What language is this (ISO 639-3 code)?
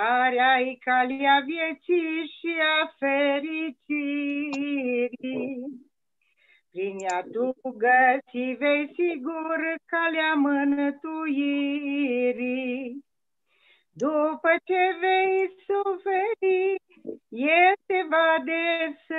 ron